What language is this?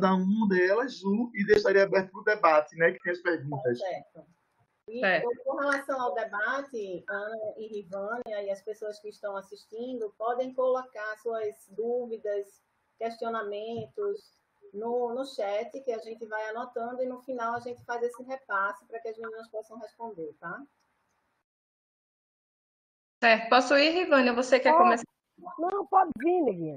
Portuguese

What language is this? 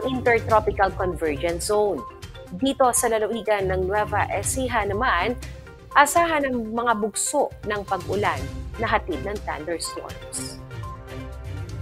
Filipino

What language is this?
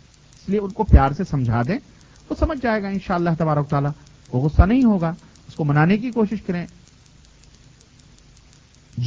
Urdu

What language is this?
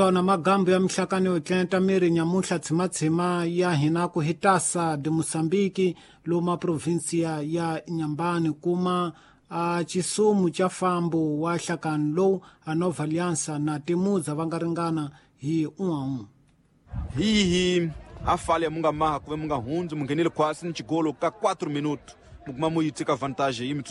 Tsonga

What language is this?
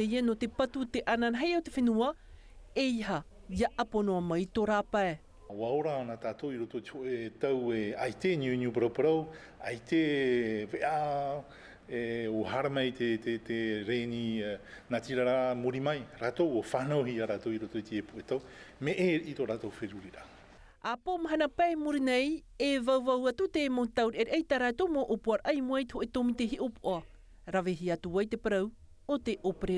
Tahitian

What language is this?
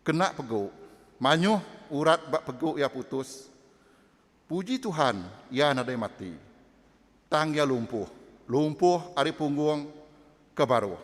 Iban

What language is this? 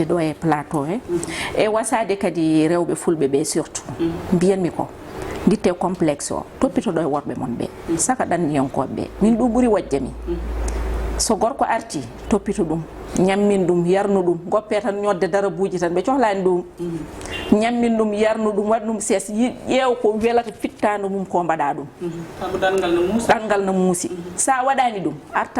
Fula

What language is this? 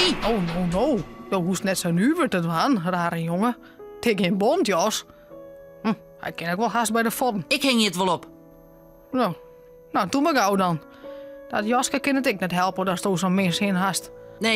Western Frisian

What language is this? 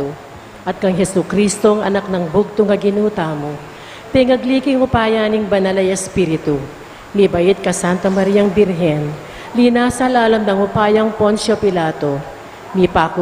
Pampanga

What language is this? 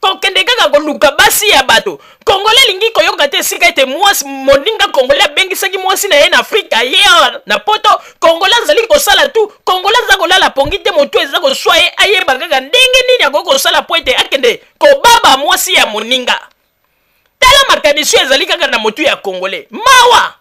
Lingala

